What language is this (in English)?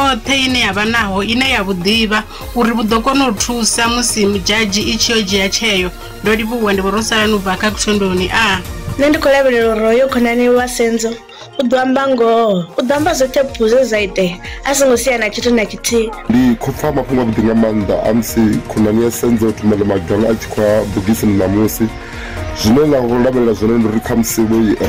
Venda